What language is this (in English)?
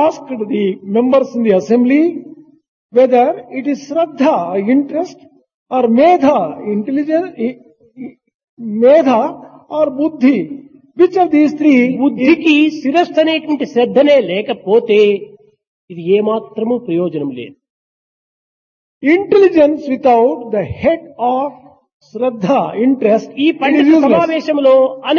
Telugu